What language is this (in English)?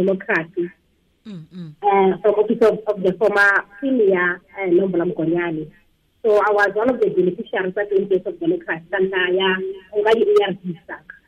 Tswana